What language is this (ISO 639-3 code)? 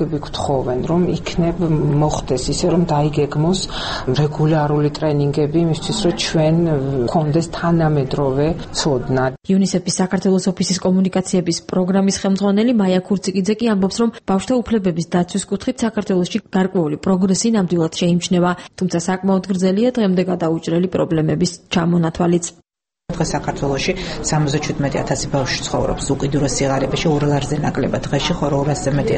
kat